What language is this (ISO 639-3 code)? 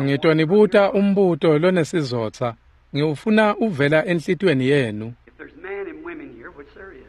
ssw